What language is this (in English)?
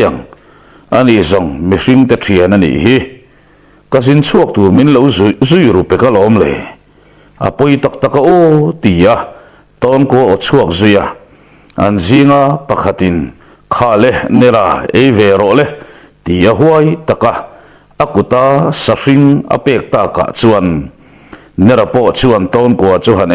Mizo